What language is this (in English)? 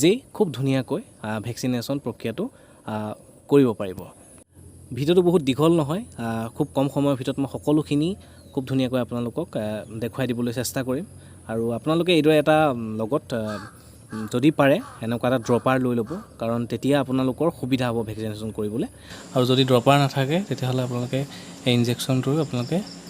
Assamese